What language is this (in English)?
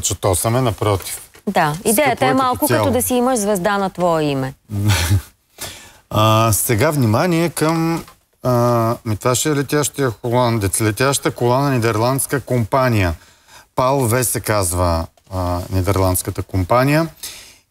Bulgarian